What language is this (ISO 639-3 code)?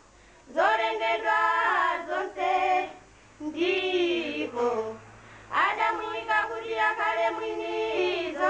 nya